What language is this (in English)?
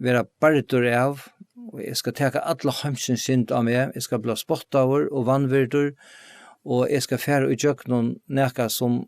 Faroese